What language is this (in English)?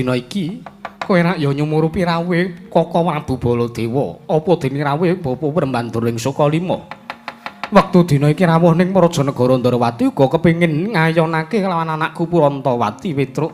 Javanese